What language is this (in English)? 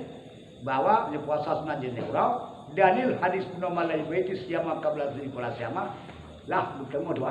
Achinese